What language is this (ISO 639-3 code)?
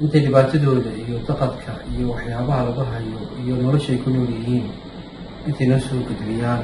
som